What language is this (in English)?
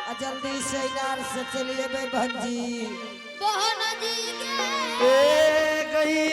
Angika